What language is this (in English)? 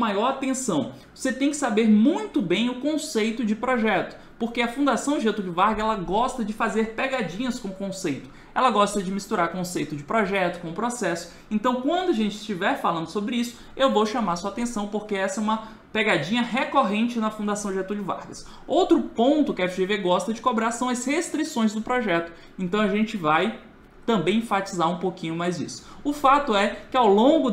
Portuguese